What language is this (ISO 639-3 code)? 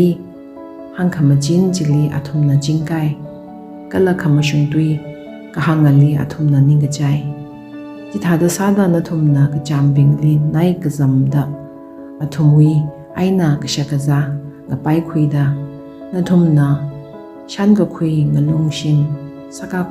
nmf